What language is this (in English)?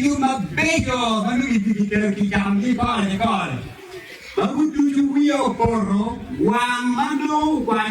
Acoli